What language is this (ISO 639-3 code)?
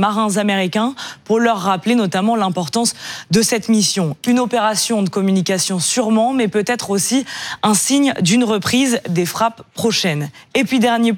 fra